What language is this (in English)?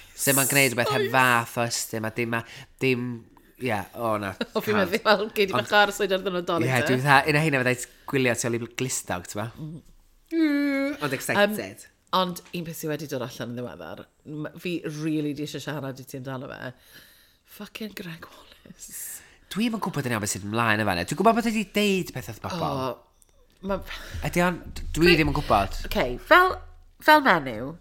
Welsh